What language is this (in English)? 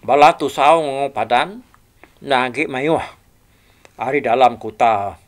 Iban